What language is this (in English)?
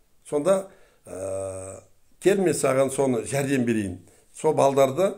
Kazakh